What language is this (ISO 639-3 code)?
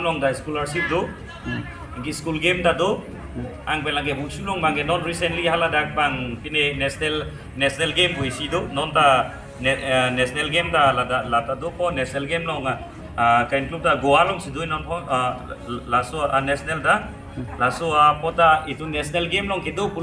mjw